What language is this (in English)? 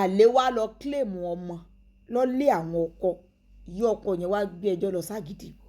Yoruba